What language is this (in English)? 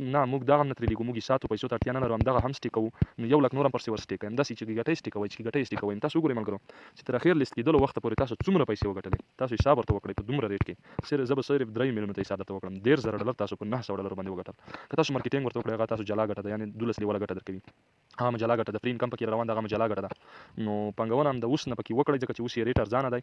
Pashto